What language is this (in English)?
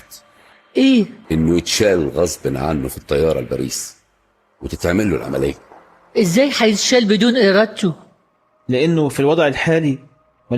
Egyptian Arabic